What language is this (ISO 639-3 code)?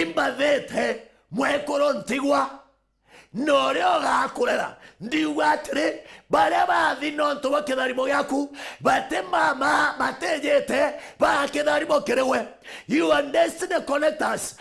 mer